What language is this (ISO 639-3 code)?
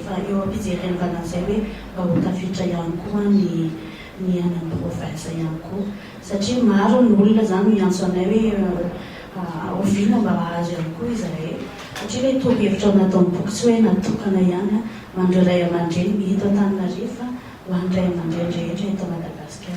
mlg